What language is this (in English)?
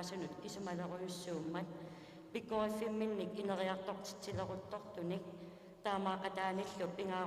Kalaallisut